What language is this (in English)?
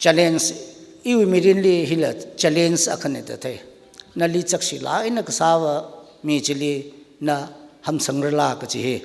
Tangkhul Naga (India)